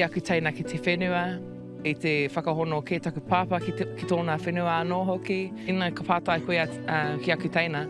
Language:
Māori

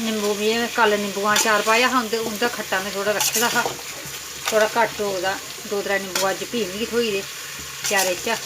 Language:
Dogri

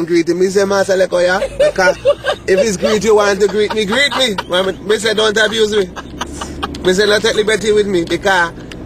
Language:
Jamaican Creole English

